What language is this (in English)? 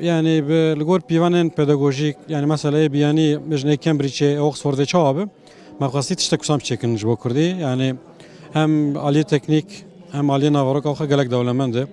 Kurdish